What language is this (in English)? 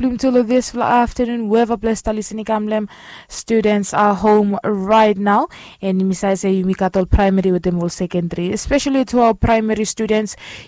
Bislama